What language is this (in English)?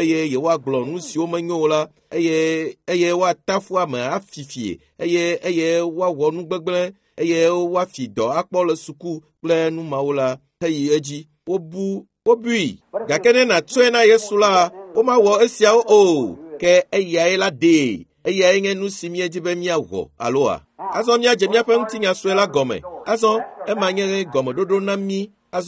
Ewe